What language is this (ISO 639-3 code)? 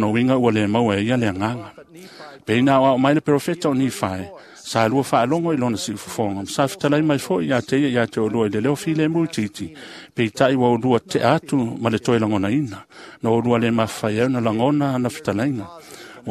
smo